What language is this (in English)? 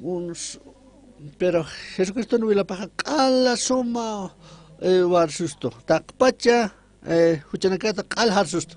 Aymara